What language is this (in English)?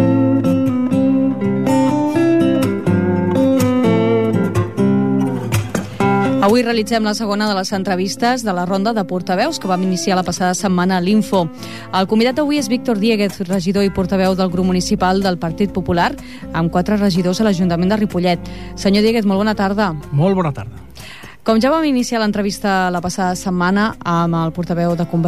Catalan